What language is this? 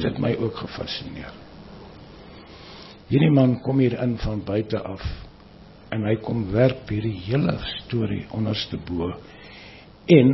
Afrikaans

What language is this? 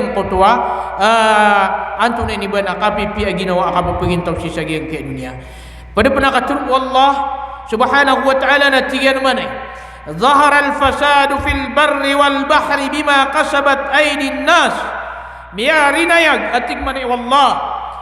Maranao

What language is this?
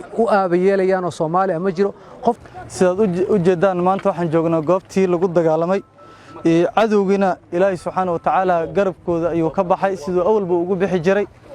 Somali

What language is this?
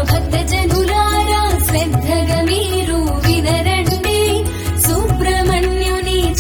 Telugu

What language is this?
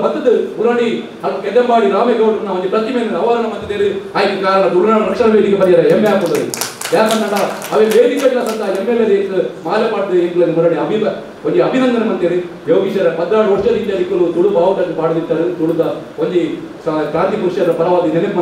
Tulu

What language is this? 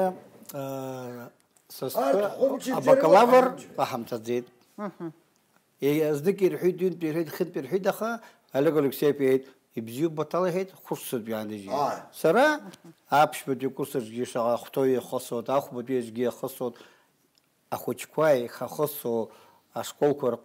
Abkhazian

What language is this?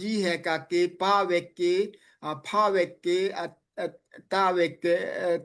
Daai Chin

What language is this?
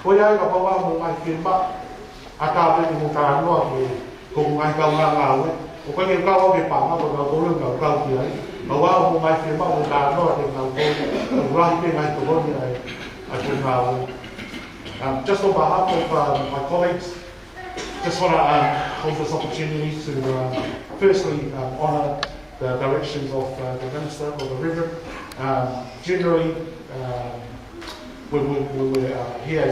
Tongan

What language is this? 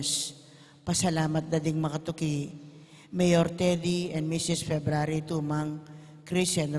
Pampanga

